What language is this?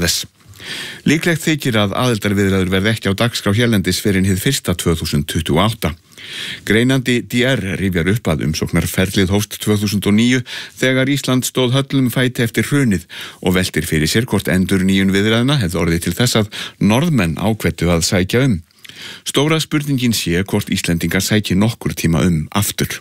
Icelandic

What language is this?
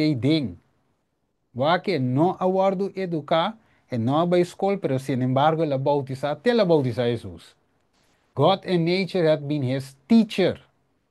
Papiamento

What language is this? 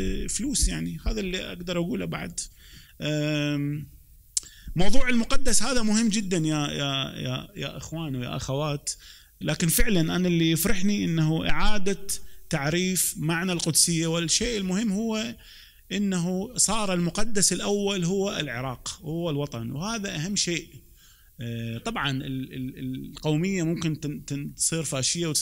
Mesopotamian Arabic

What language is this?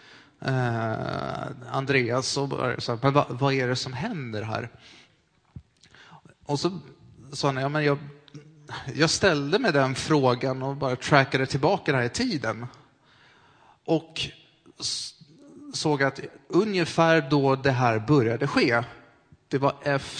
Swedish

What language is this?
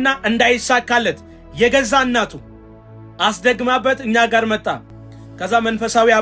Amharic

